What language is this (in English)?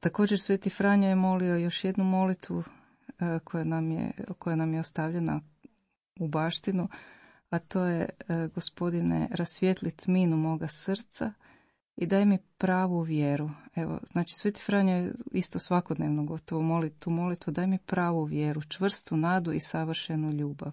Croatian